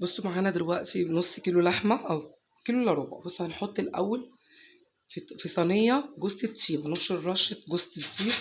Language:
Egyptian Arabic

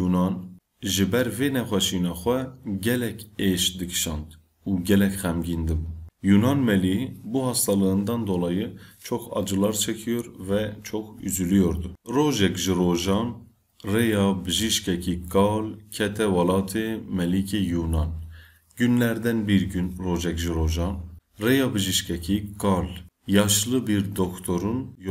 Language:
Kurdish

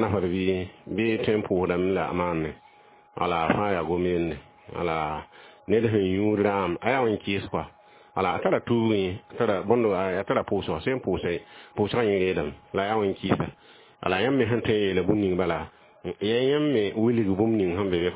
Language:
Mossi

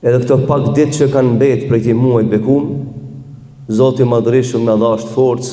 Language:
Albanian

